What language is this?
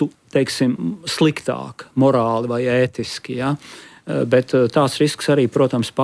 Latvian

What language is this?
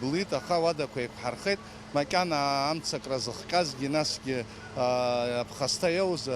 Abkhazian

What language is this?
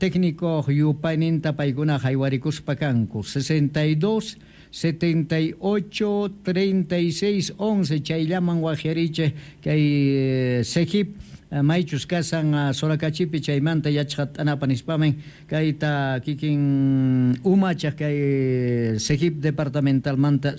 Quechua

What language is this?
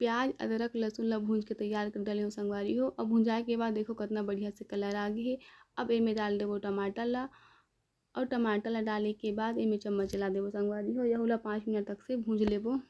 Chhattisgarhi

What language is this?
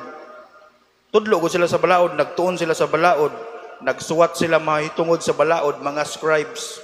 Cebuano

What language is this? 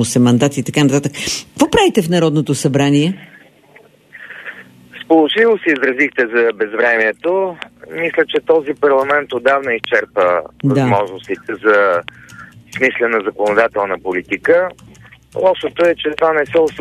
Bulgarian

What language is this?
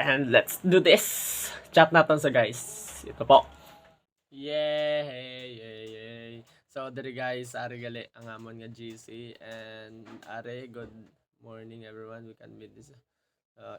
Hiligaynon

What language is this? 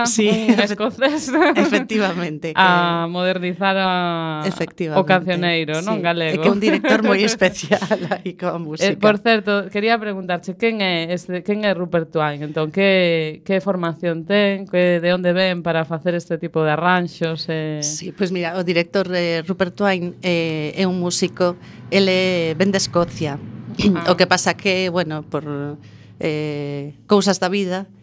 Galician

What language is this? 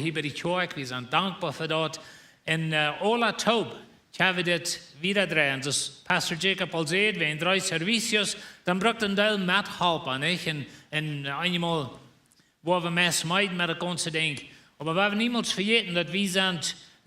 Plautdietsch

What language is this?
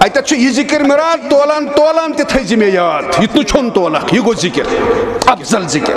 Kashmiri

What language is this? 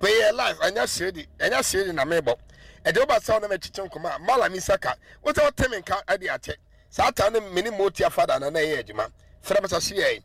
Akan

